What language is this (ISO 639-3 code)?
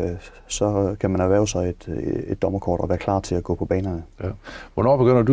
dan